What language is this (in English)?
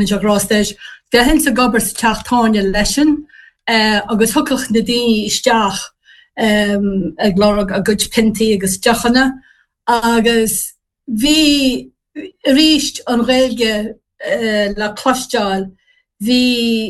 Irish